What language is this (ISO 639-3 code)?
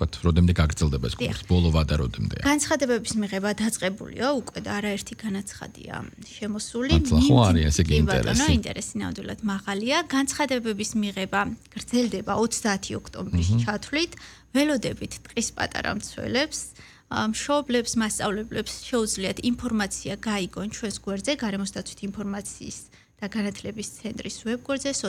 kat